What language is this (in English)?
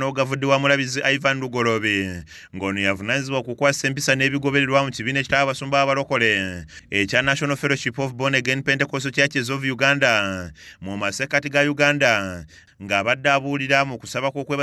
Ganda